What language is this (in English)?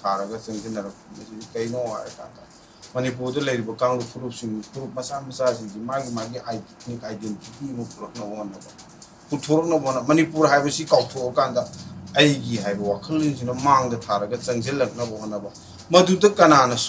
Manipuri